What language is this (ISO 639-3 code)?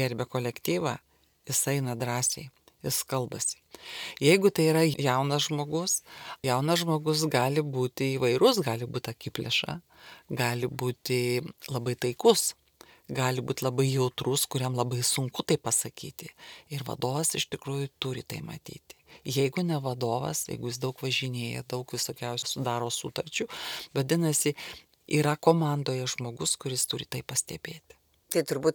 lit